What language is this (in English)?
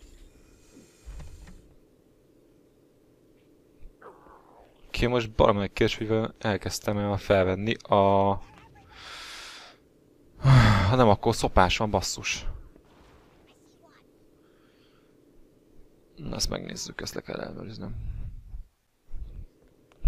Hungarian